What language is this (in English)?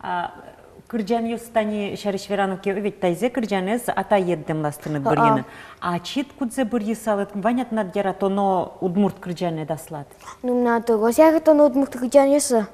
Udmurt